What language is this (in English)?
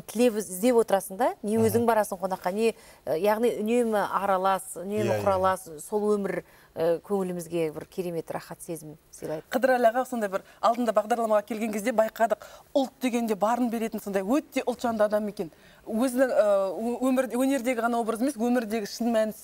Kazakh